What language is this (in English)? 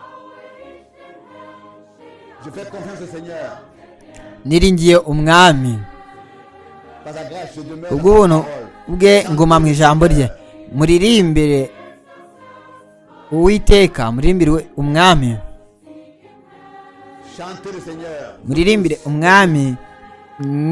Kinyarwanda